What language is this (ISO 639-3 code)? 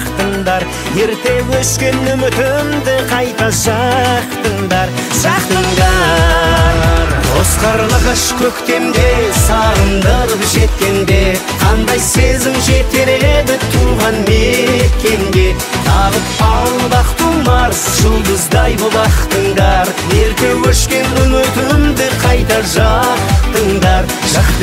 kaz